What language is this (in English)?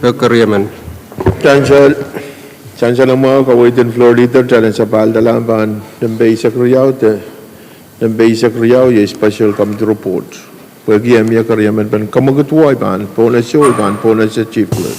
Pohnpeian